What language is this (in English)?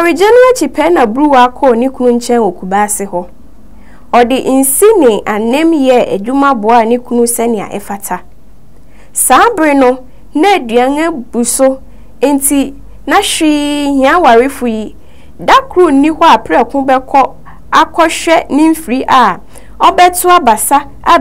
Akan